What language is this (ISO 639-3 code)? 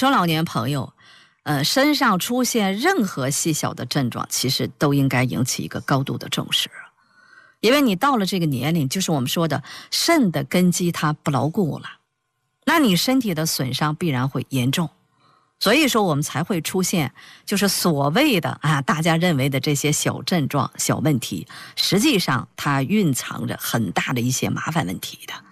zho